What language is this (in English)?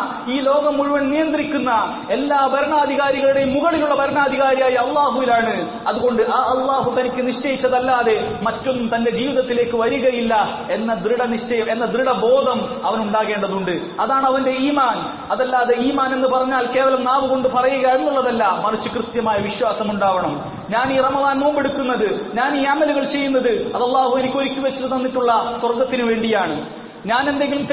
Malayalam